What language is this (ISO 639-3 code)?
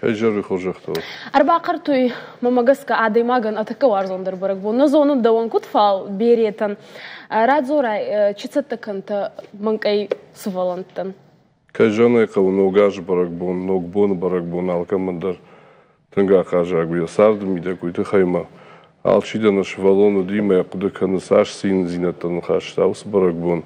oss